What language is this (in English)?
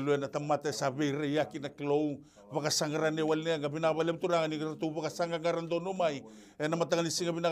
Fijian